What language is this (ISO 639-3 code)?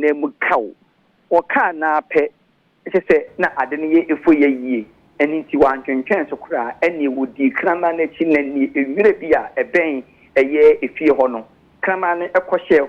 aka